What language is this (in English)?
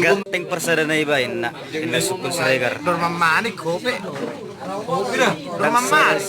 Batak Toba